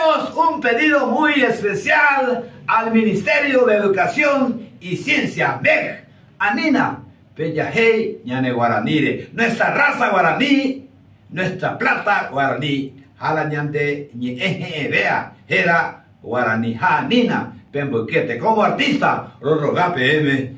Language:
Guarani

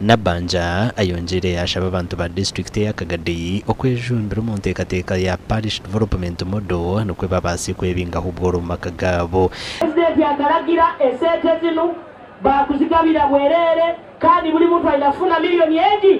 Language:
Nyankole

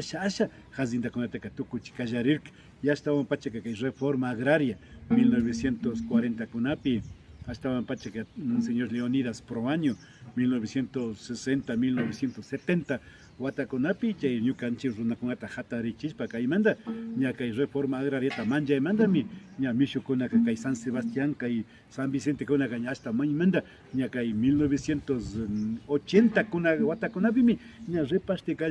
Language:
Imbabura Highland Quichua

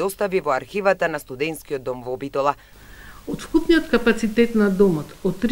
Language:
Macedonian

